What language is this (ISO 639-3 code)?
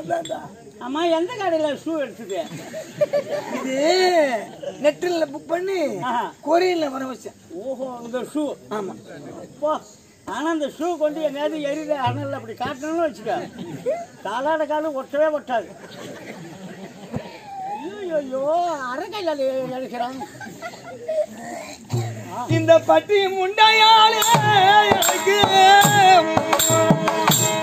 tam